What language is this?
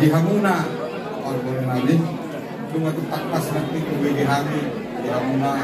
Batak Toba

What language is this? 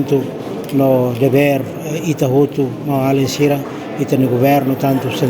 Tetum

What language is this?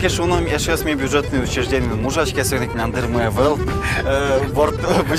Udmurt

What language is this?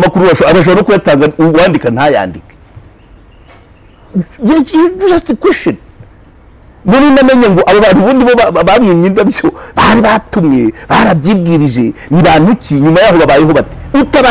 Kinyarwanda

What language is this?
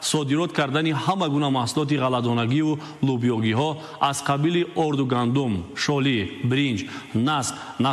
Tajik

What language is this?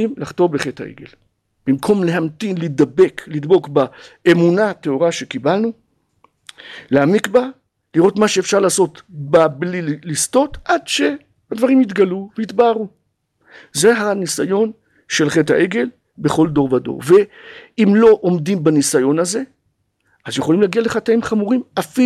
Hebrew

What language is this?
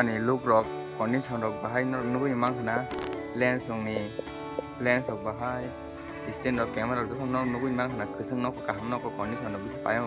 Kok Borok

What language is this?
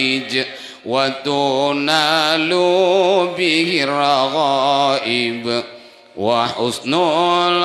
Achinese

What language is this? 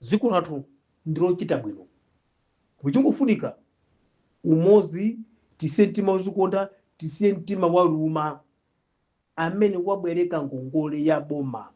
Nyanja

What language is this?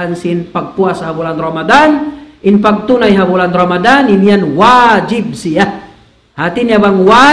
Tausug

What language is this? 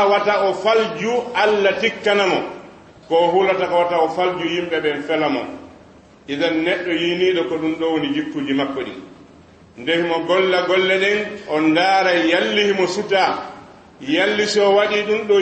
Fula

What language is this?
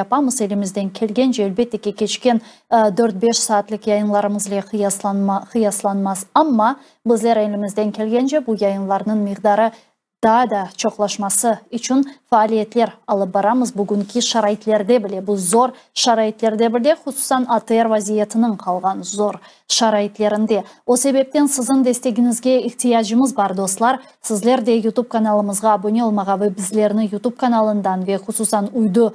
Crimean Tatar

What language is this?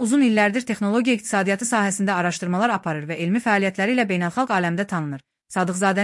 Azerbaijani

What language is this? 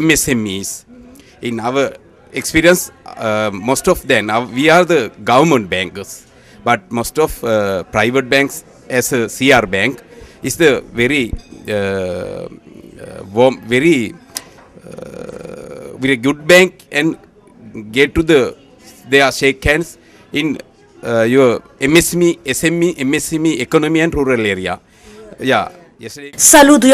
Pampanga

